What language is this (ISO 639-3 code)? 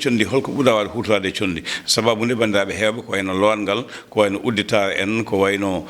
ful